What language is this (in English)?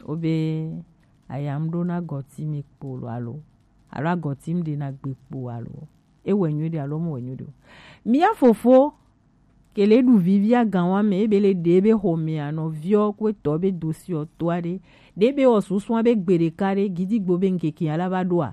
Gen